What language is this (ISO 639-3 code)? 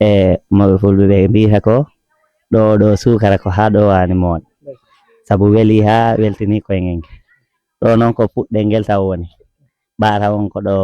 ful